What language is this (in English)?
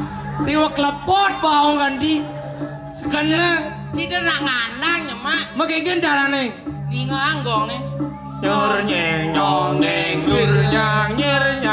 Balinese